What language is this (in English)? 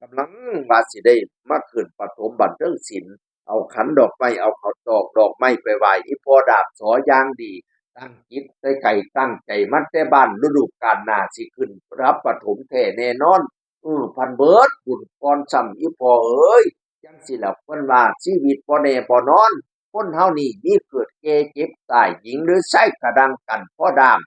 Northeastern Thai